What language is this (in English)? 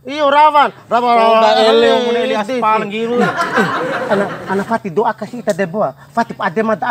Bima